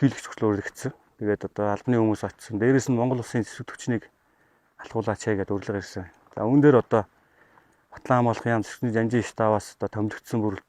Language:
Mongolian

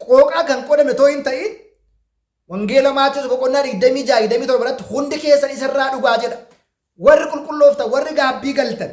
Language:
Oromo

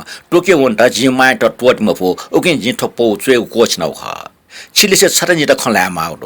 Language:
Newari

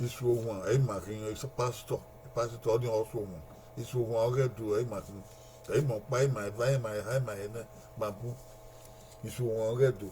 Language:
Bini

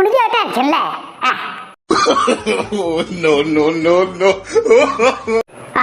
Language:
Dogri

